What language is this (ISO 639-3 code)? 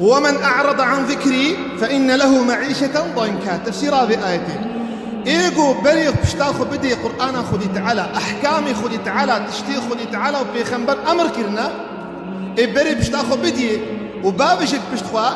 kur